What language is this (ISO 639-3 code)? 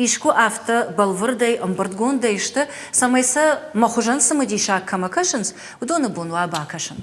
oss